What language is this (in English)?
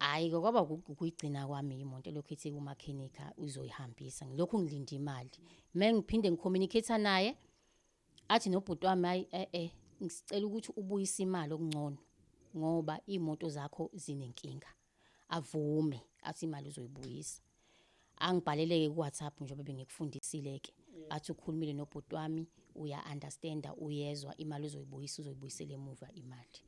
Zulu